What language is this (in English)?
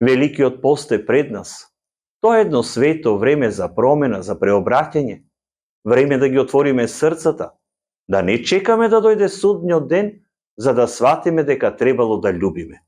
Macedonian